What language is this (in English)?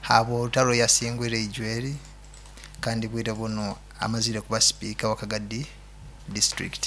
Nyoro